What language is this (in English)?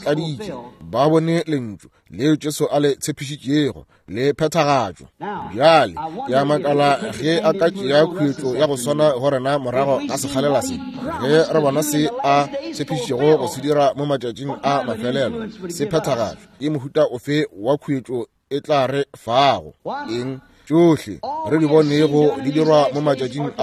Northern Sotho